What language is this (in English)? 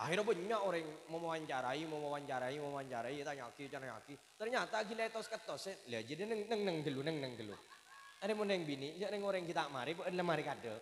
Madurese